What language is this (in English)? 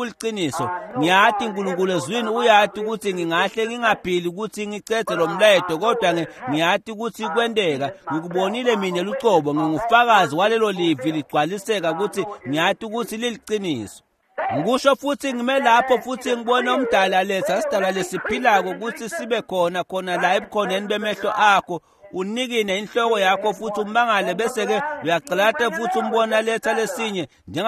Swati